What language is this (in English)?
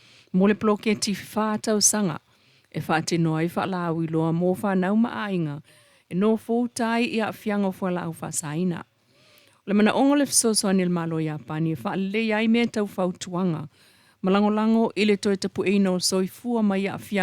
Samoan